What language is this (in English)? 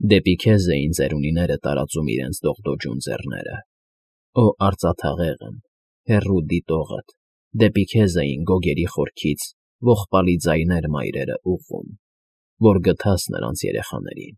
Armenian